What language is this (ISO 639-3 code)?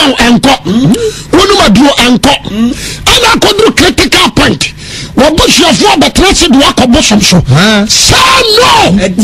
aka